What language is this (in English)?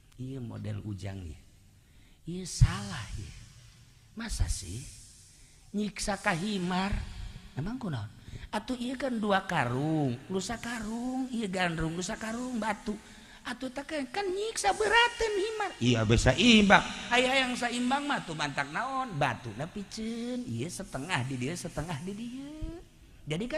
Sundanese